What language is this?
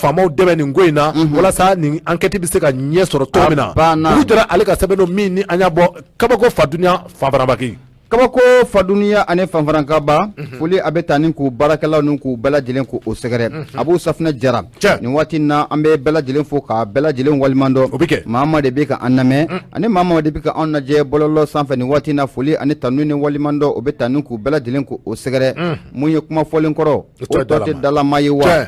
Bambara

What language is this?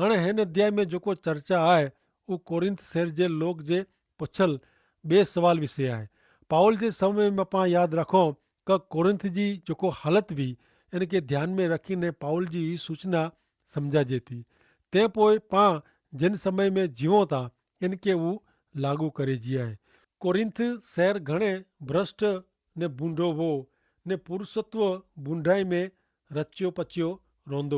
Kachhi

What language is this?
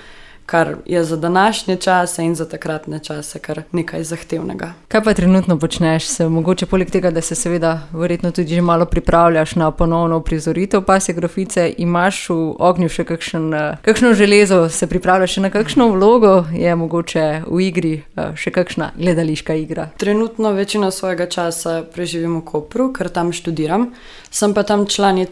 Slovenian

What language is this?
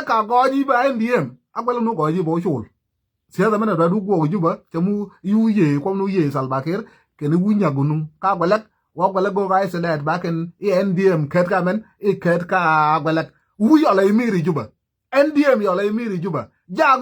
Nuer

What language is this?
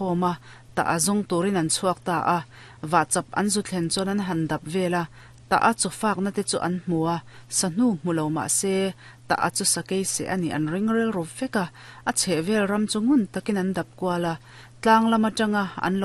Mizo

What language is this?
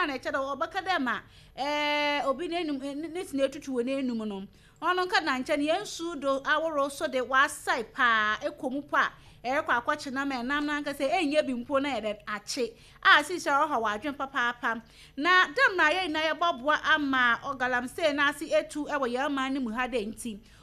Akan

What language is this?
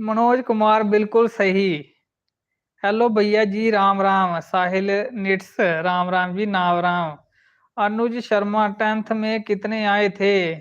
Dogri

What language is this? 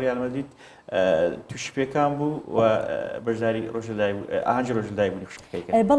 Central Kurdish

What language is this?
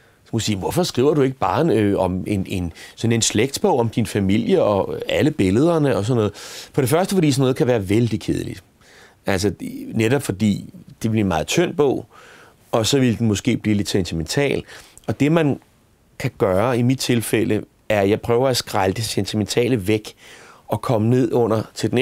Danish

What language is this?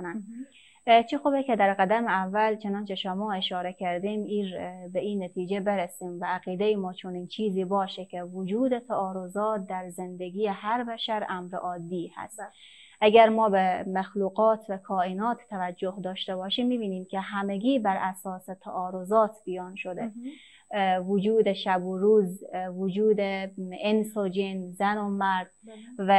Persian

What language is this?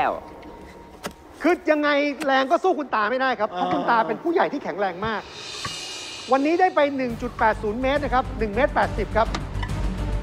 Thai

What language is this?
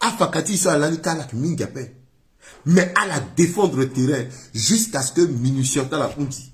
Sango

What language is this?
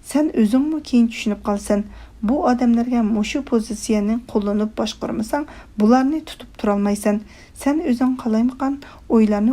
Uyghur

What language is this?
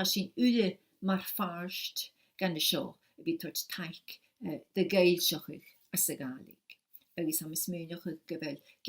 Scottish Gaelic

